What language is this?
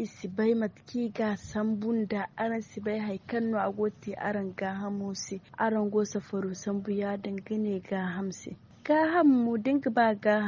Zarma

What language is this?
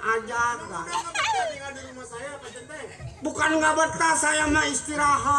Betawi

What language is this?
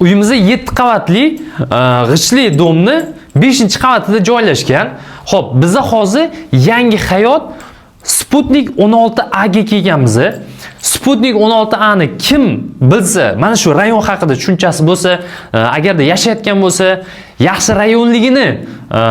Uzbek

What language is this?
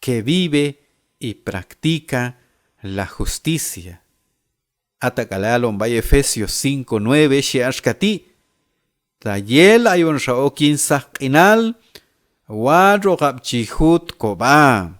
Q'anjob'al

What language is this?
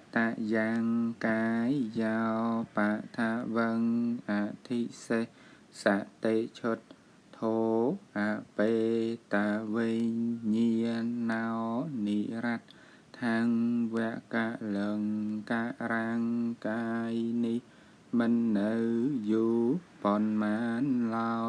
Khmer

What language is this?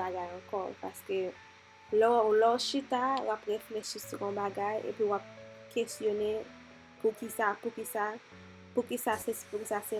Haitian Creole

